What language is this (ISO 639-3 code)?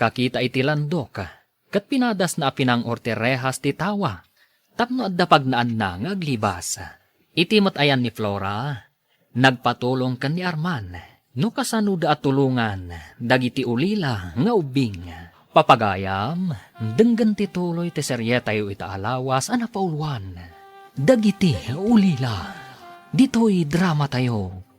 ilo